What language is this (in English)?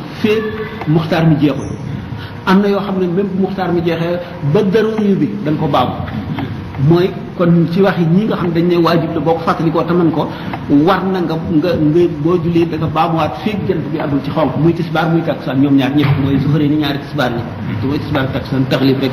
Wolof